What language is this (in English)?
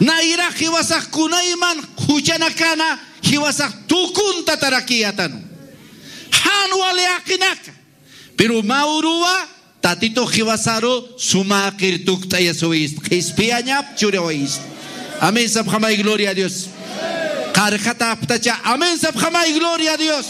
Aymara